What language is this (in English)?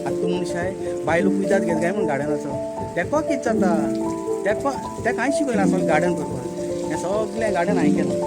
Konkani